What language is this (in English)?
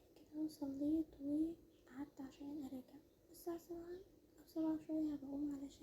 Egyptian Arabic